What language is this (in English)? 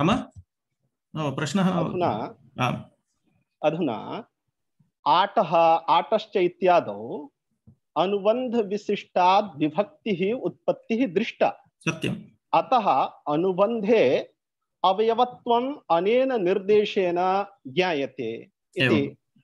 Sanskrit